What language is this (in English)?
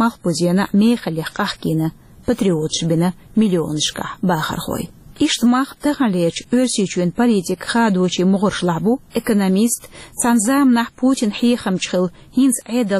Chechen